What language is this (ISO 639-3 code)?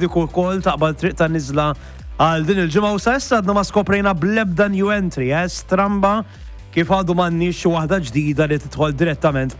mlt